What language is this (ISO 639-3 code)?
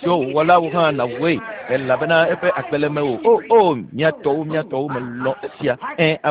ewe